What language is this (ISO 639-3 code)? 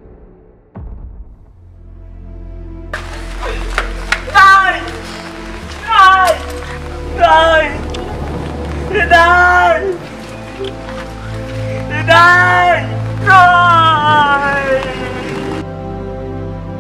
fil